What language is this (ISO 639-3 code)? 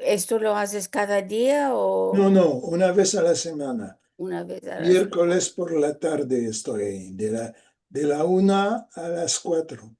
lad